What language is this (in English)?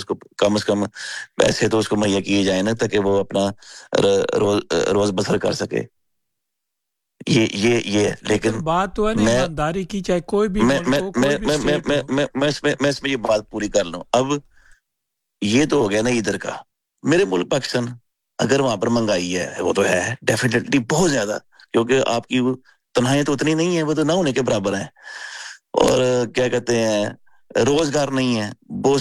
Urdu